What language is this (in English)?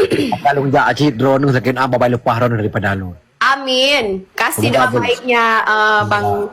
Achinese